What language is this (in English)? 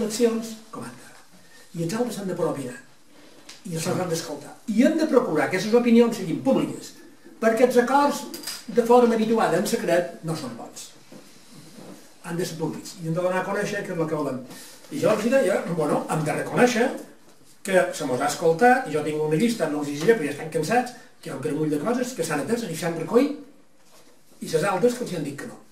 Catalan